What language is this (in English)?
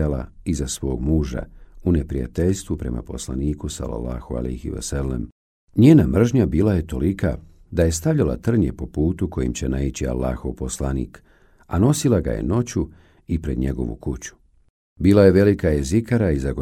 Bosnian